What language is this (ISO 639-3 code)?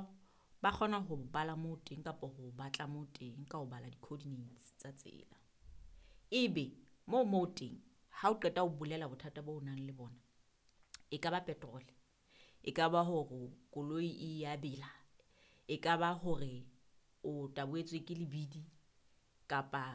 sot